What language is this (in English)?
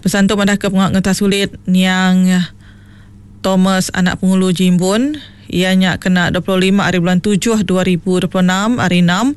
Iban